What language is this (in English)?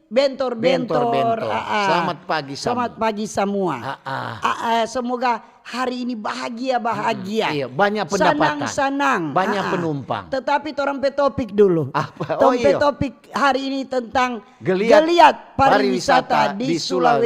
Manado Malay